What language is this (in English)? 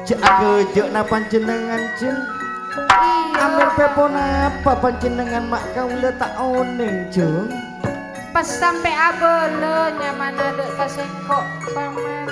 Madurese